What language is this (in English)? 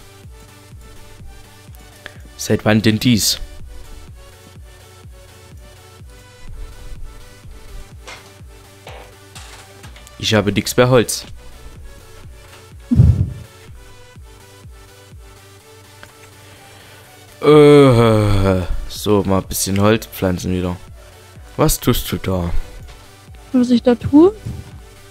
German